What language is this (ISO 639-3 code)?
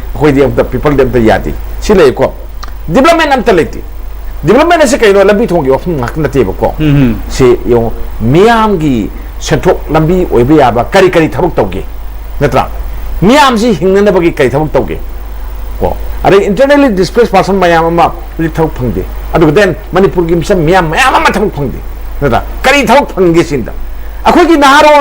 mni